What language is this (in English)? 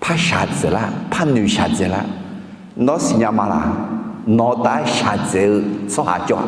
Akha